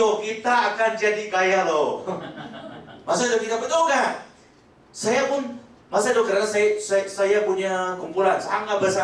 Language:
Malay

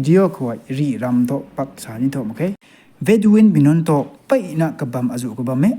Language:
Rongmei Naga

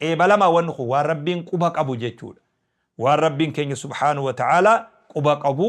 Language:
Oromo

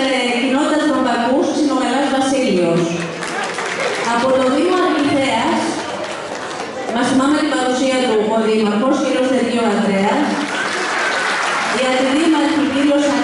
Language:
Greek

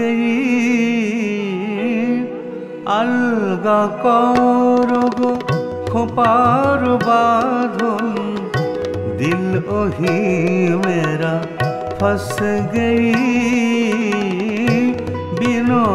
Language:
Bangla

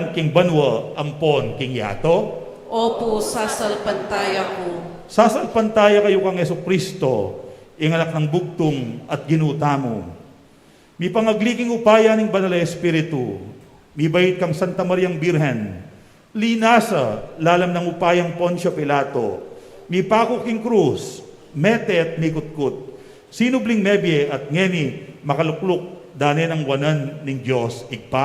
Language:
Pampanga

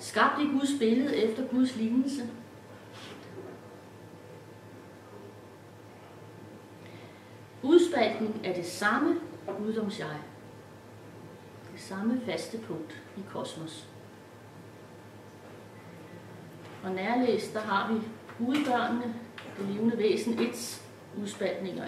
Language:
Danish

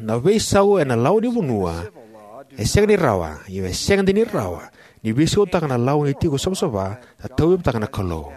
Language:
Fijian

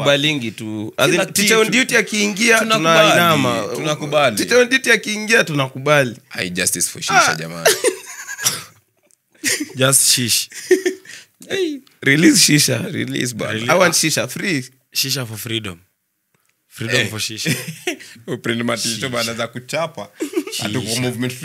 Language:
Swahili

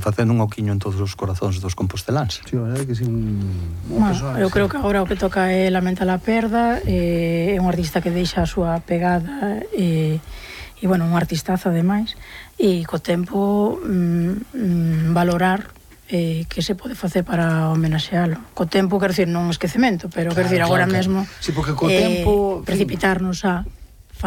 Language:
Galician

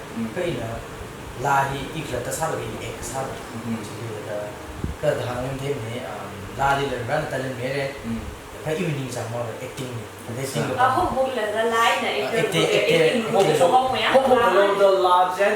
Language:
Tangkhul Naga (India)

